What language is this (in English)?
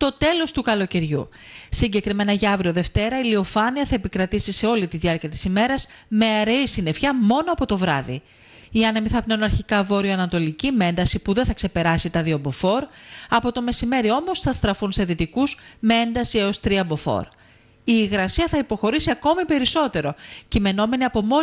Greek